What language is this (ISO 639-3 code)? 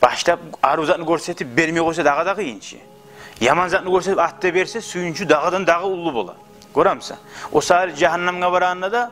kum